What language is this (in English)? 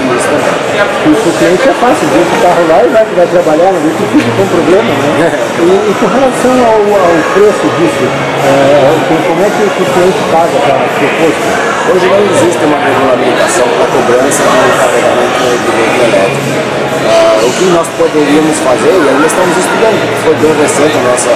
Portuguese